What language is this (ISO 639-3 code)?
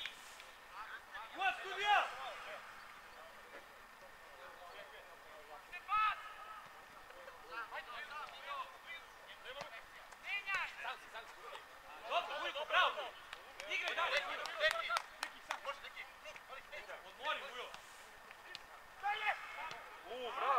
srp